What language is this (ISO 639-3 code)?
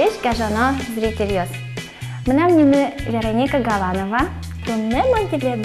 udm